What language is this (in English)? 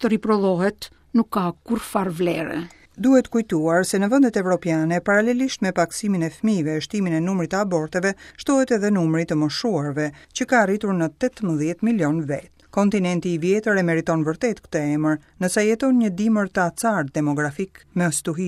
Albanian